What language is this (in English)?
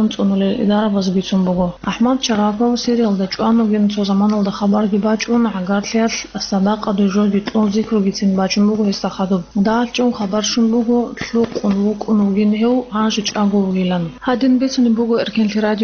Avaric